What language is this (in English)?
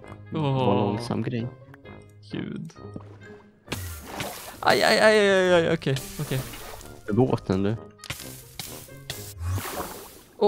Swedish